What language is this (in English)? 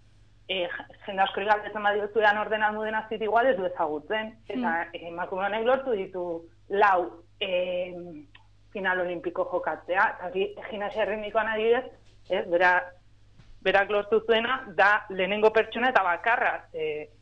Basque